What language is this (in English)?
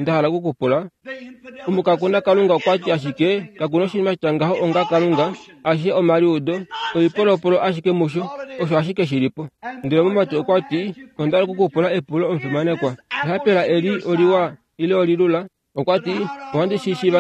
Kuanyama